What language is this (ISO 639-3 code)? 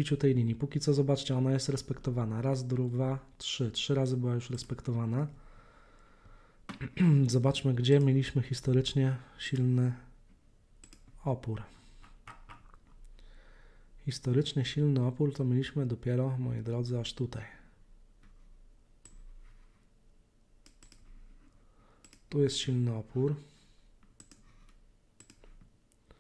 pol